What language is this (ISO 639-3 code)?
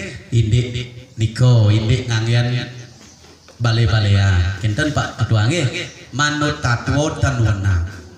ban